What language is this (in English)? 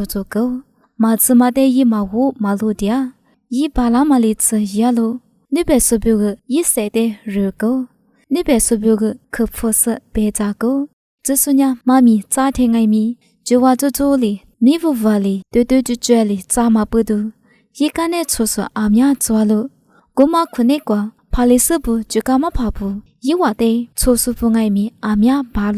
Lisu